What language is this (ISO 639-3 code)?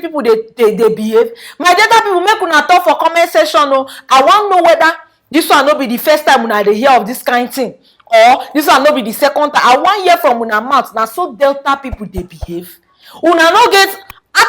pcm